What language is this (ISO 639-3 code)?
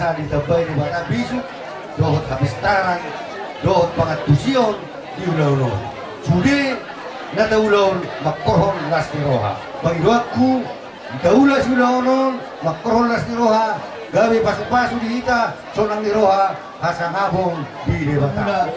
bbc